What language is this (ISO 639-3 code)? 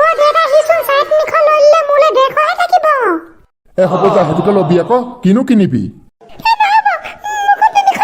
asm